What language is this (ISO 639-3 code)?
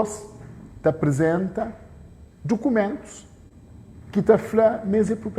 kea